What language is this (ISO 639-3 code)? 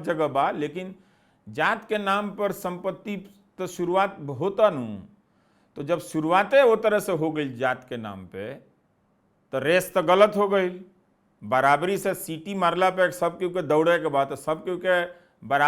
bho